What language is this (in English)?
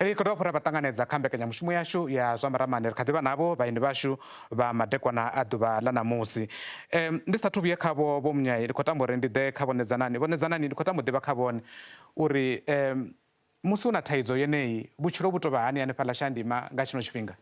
Venda